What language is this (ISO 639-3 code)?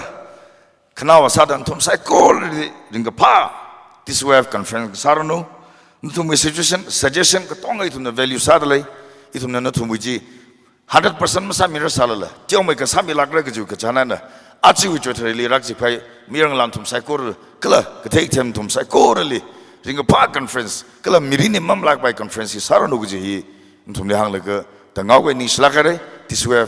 nmf